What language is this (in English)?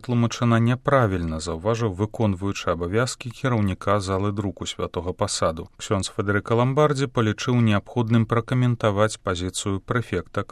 Belarusian